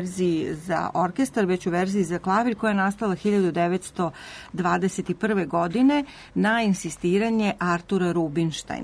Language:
Serbian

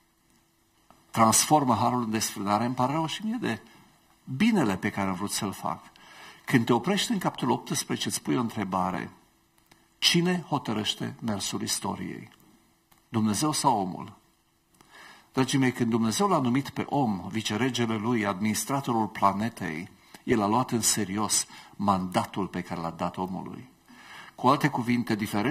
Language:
Romanian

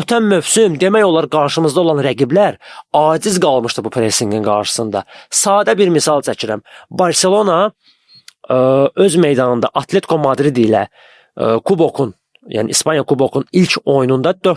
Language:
Azerbaijani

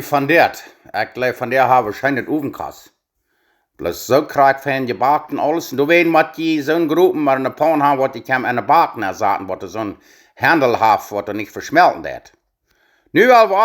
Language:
Plautdietsch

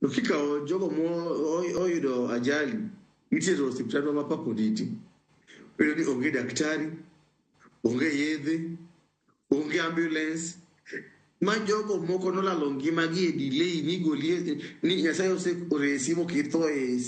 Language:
Luo (Kenya and Tanzania)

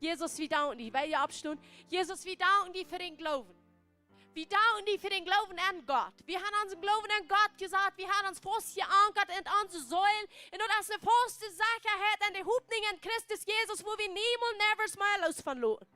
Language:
Plautdietsch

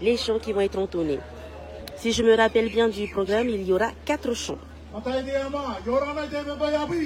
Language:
Tahitian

